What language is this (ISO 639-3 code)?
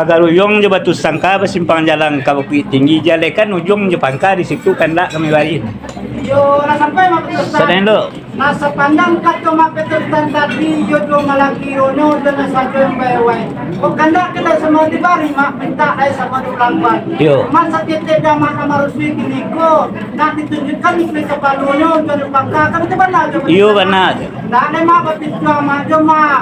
min